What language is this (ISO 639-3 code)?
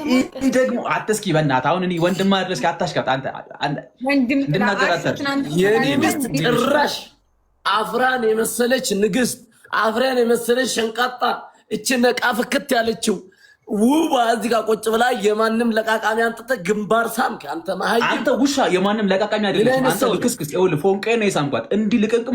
amh